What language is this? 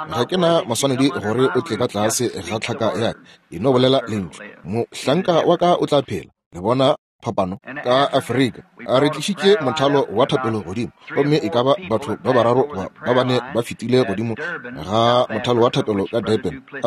Northern Sotho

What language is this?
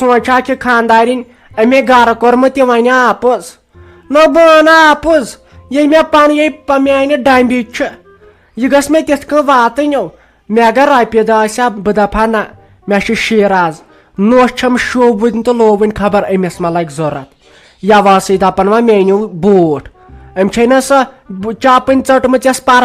Kashmiri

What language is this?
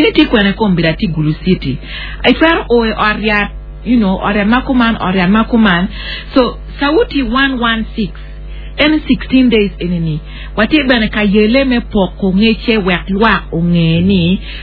Acoli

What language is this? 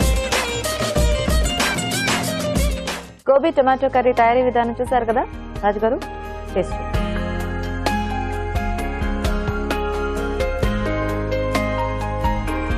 Telugu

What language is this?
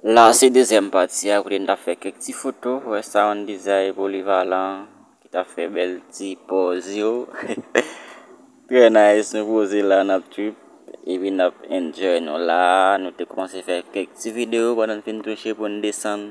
Haitian Creole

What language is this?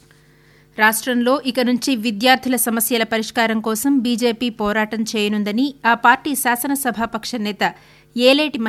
Telugu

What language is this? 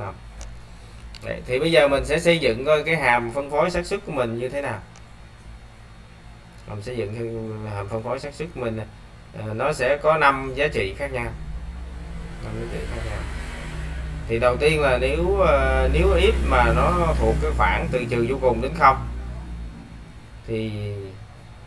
Vietnamese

